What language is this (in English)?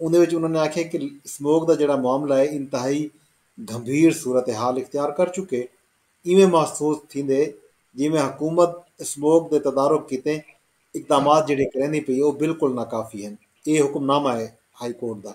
Saraiki